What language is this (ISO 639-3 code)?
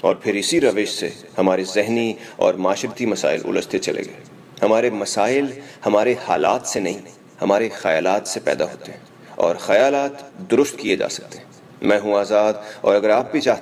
urd